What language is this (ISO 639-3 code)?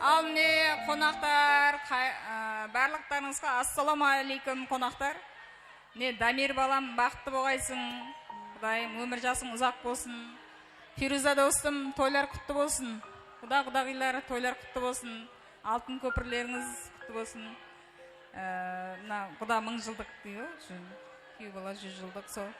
kaa